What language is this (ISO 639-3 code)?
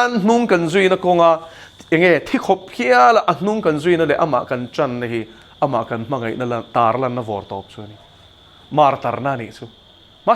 lus